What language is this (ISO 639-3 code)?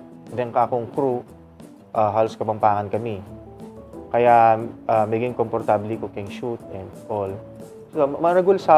pam